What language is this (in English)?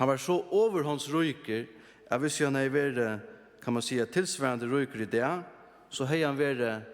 Faroese